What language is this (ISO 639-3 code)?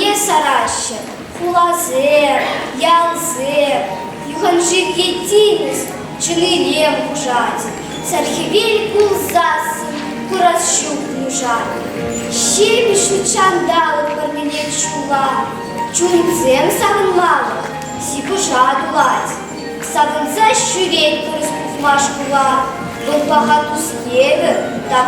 chv